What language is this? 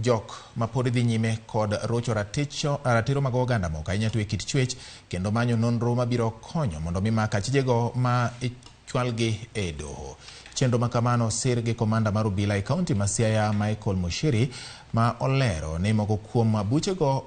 Luo (Kenya and Tanzania)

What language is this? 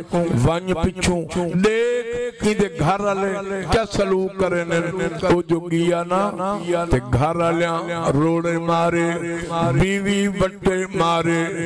Saraiki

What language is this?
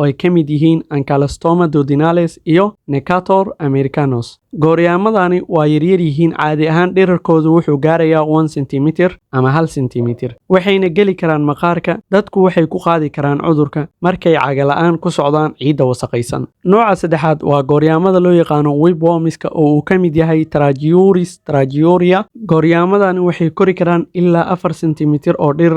Somali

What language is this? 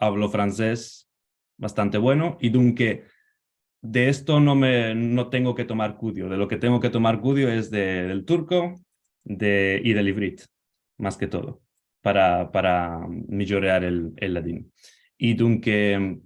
Ladino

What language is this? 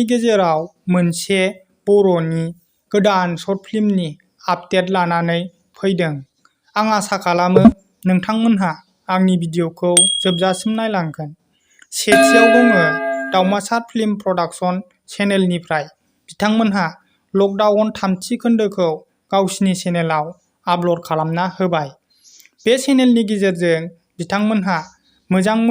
Bodo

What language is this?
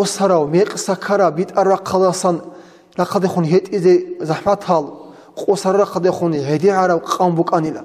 Avaric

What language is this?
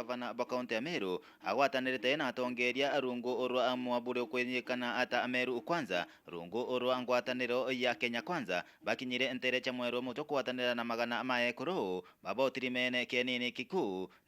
Meru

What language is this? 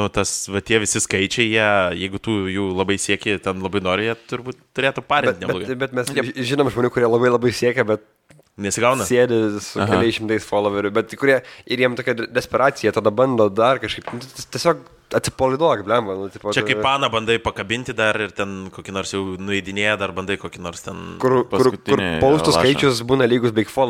Lithuanian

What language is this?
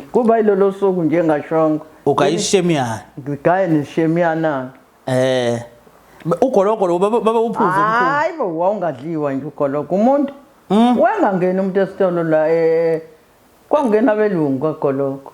Zulu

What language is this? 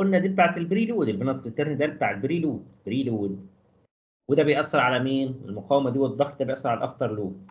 Egyptian Arabic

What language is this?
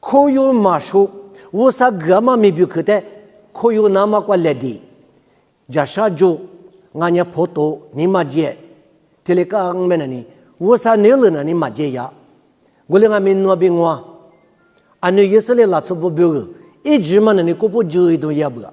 Lisu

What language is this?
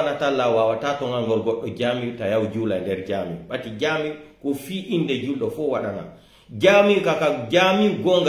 Pular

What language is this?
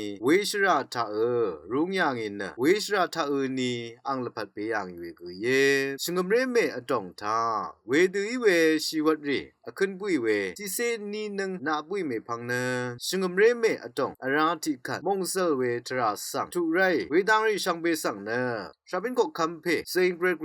Rawang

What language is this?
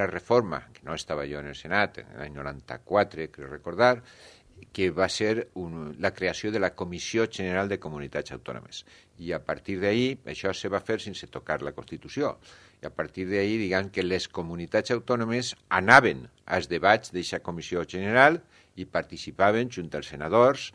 Catalan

